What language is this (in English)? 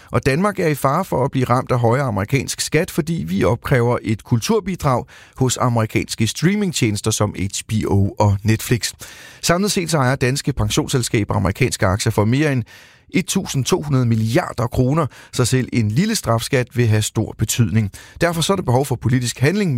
Danish